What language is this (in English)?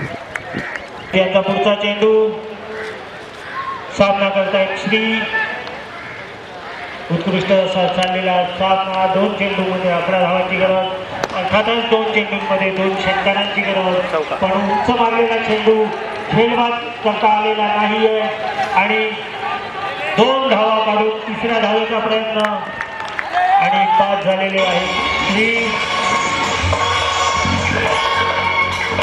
Marathi